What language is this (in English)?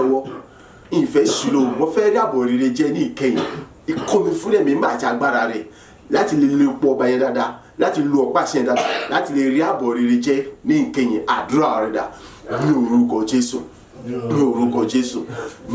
Yoruba